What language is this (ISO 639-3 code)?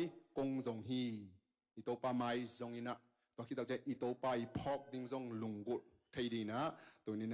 ctd